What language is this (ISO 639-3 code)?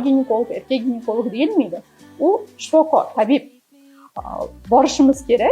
uzb